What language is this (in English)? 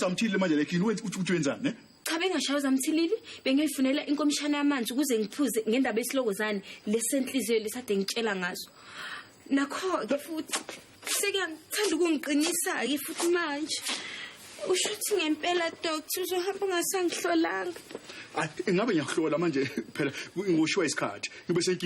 Zulu